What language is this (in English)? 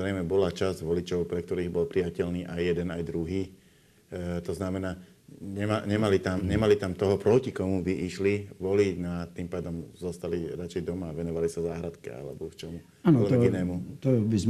Slovak